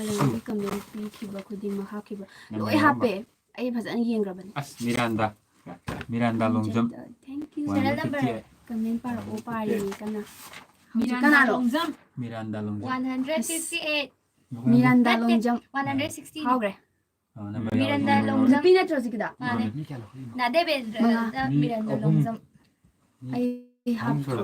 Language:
Manipuri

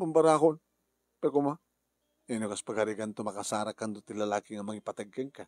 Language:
Iloko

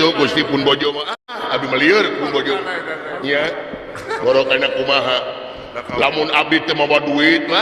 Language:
Sundanese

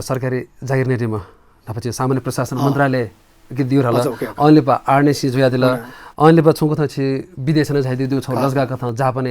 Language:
Newari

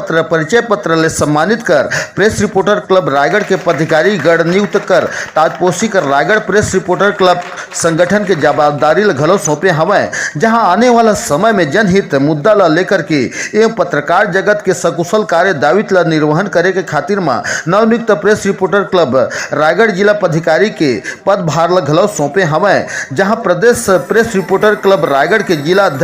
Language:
Chhattisgarhi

